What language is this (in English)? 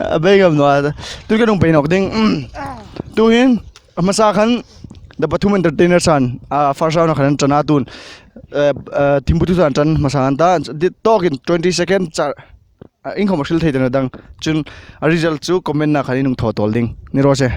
Hmar